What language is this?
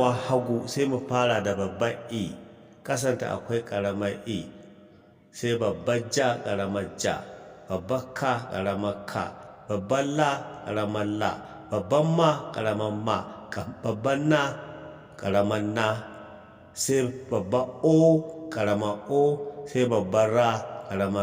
Hausa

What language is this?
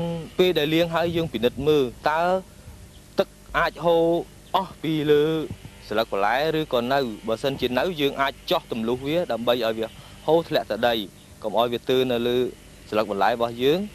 Khmer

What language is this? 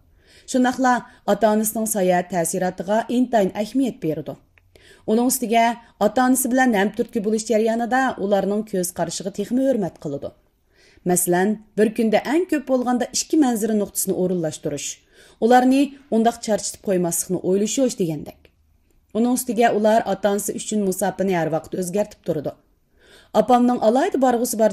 Uyghur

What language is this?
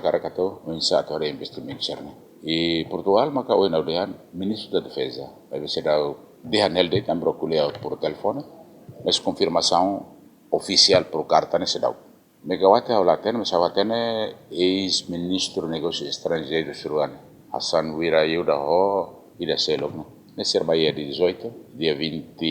Tetum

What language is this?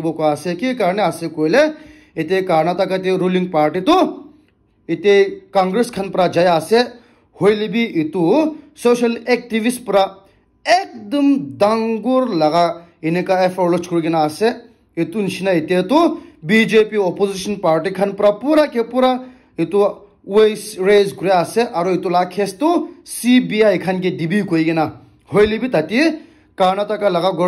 Naga Pidgin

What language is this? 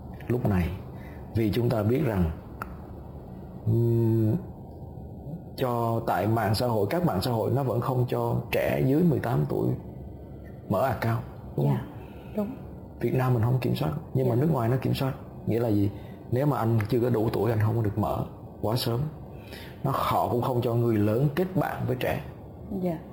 Vietnamese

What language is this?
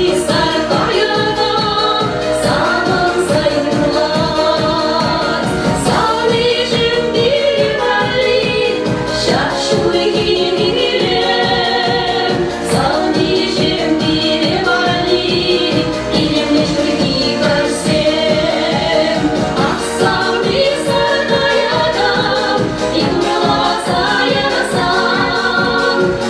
Chuvash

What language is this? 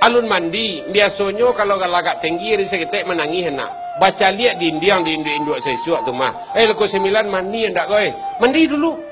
Minangkabau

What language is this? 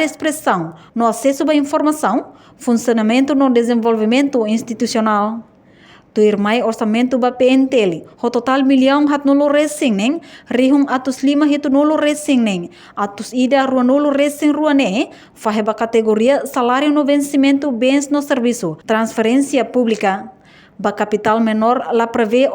Tetum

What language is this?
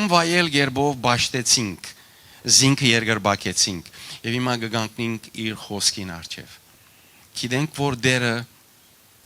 Western Armenian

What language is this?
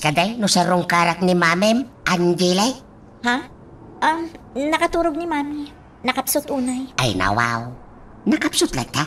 Iloko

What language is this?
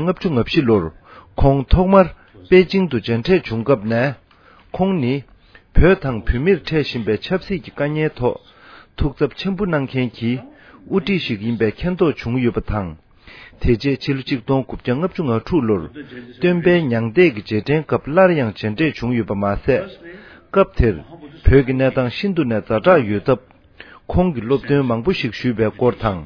Tibetan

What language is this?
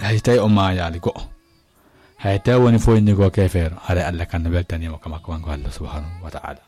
Fula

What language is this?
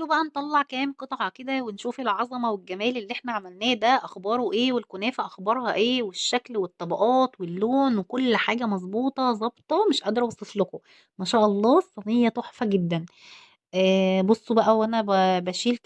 Egyptian Arabic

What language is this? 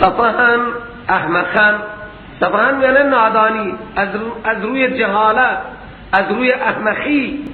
Persian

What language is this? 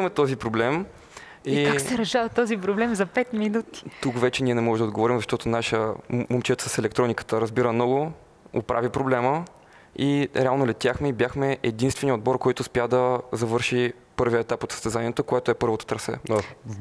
Bulgarian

